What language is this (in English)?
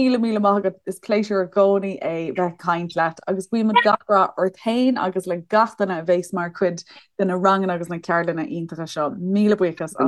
Irish